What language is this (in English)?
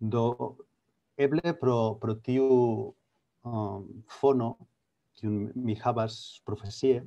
Esperanto